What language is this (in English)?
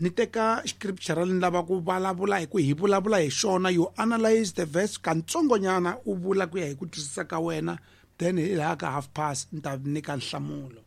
Tsonga